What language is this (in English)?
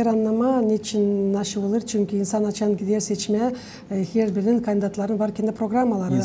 Gagauz